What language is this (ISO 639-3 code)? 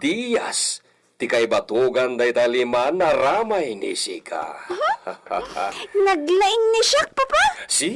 ilo